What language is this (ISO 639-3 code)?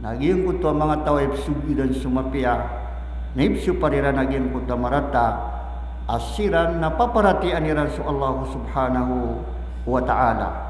mrw